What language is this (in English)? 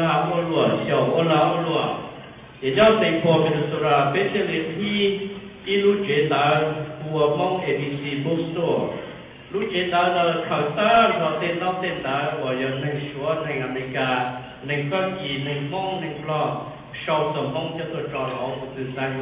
Hmong